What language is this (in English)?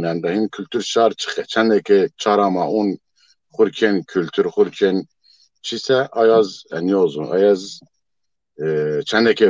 Zaza